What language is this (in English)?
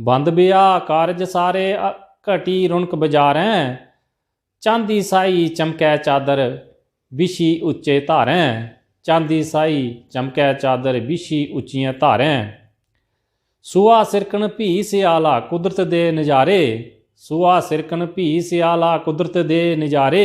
Dogri